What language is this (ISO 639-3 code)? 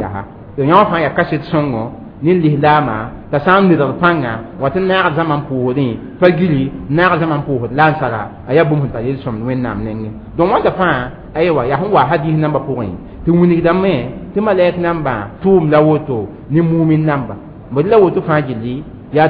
mos